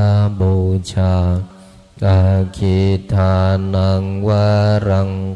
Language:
Pali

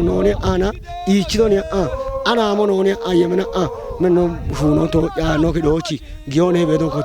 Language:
Kafa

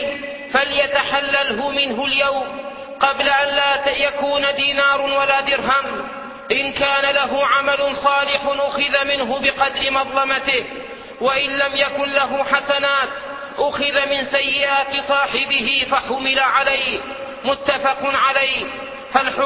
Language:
Arabic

